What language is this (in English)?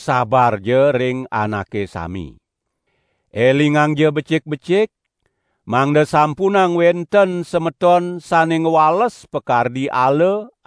Balinese